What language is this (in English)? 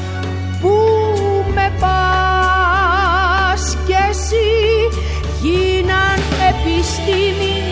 Greek